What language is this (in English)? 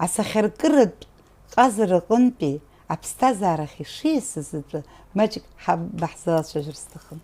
Abkhazian